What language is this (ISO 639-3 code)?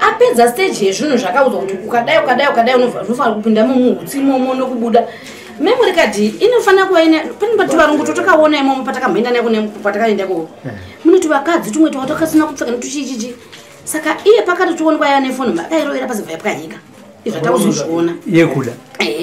sna